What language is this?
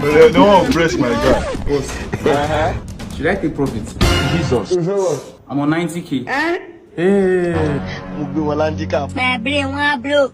Nigerian Pidgin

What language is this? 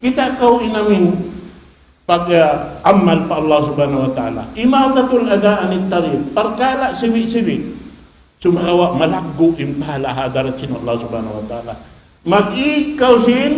Tausug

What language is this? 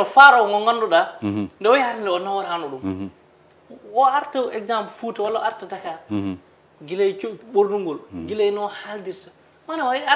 Fula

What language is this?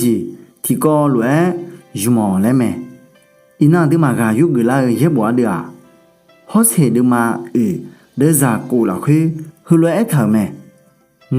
Akha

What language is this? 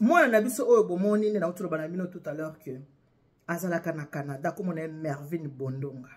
Lingala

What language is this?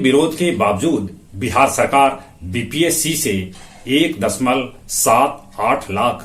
Magahi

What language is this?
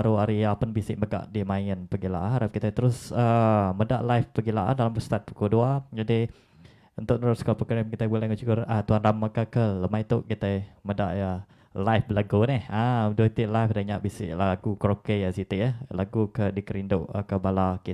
Iban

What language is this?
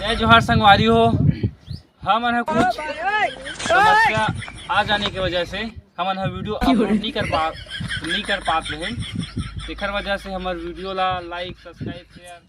Chhattisgarhi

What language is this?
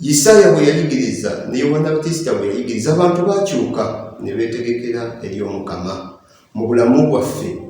Ganda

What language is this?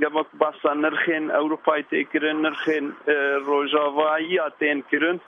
Kurdish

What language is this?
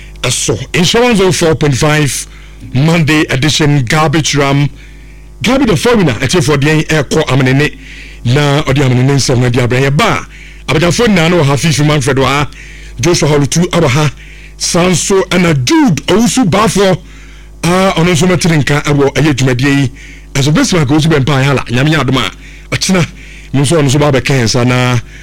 Akan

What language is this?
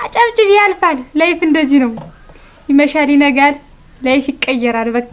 Amharic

